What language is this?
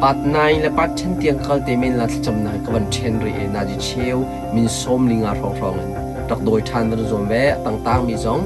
Hakha Chin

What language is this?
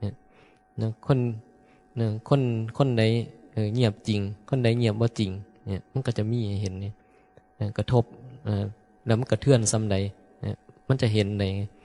Northeastern Thai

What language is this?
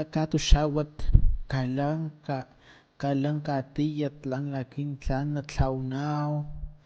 Highland Totonac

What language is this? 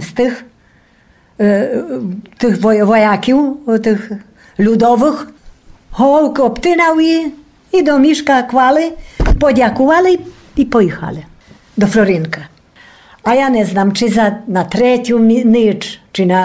Rusyn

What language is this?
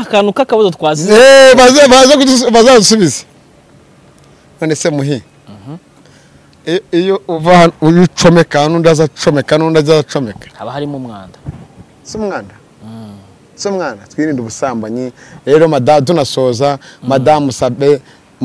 Kinyarwanda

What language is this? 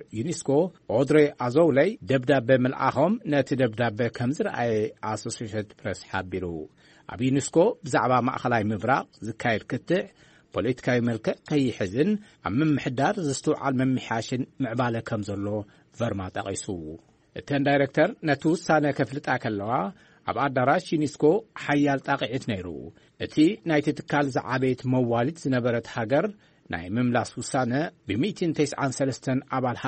Tigrinya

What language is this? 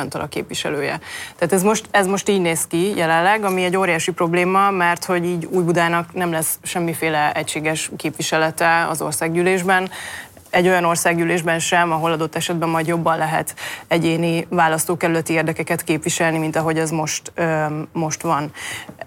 Hungarian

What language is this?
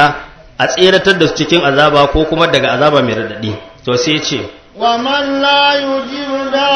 Hausa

